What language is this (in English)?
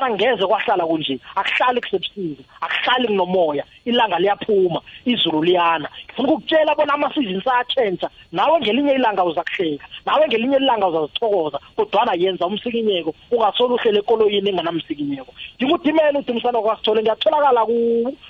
South Ndebele